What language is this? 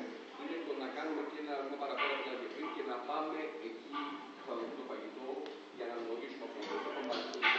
Greek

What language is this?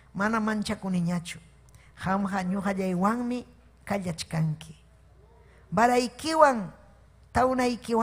Ayacucho Quechua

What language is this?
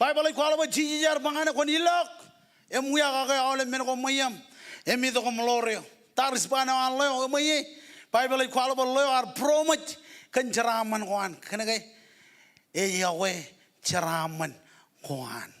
Marshallese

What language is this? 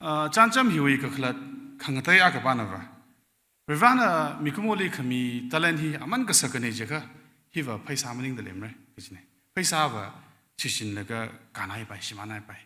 Tangkhul Naga (India)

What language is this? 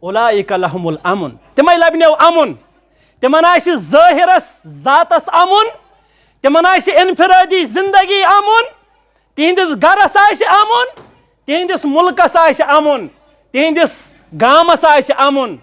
Kashmiri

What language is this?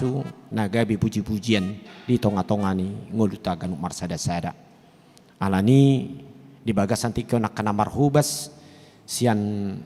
Batak Toba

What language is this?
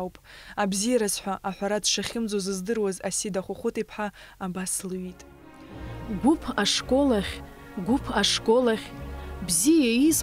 Abkhazian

